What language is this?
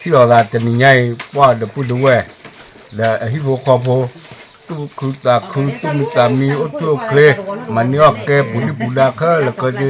S'gaw Karen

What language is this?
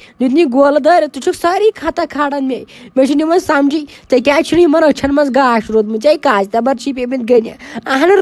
Kashmiri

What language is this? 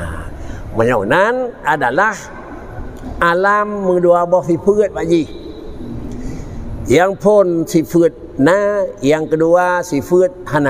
Achinese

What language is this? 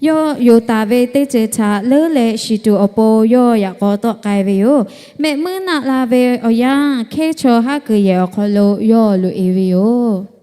Lahu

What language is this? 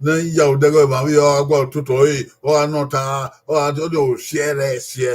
Bini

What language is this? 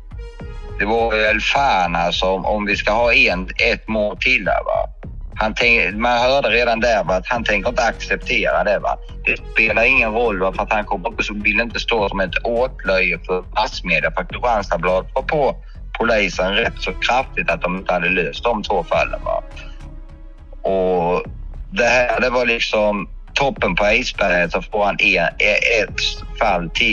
Swedish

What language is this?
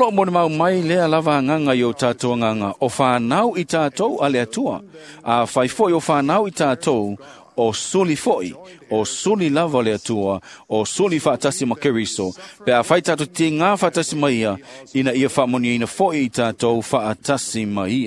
Samoan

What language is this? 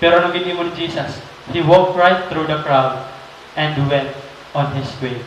Waray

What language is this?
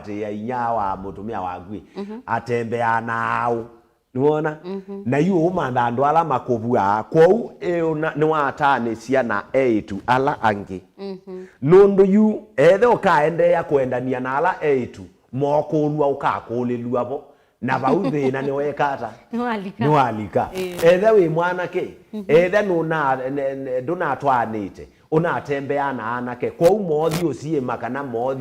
Kamba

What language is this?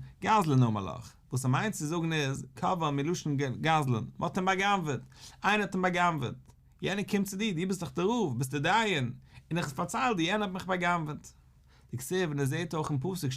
Yiddish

